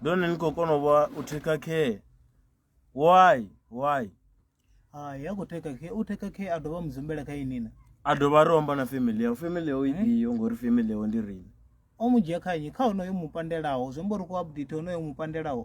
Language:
Venda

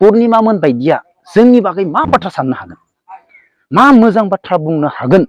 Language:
Bodo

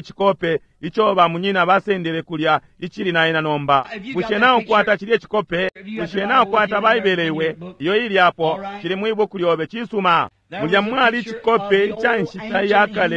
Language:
Bemba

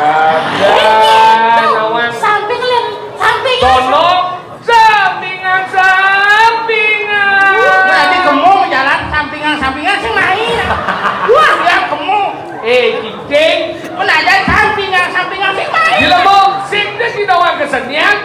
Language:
Balinese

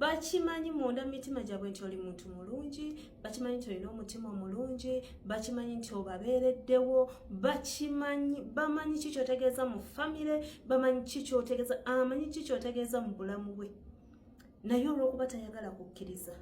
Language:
Ganda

